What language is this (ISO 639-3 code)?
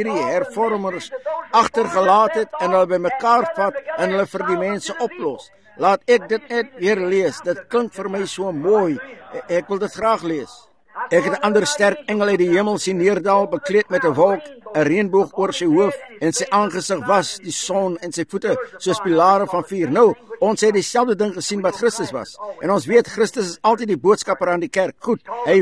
afr